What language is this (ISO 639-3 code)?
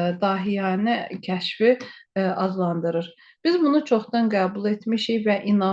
aze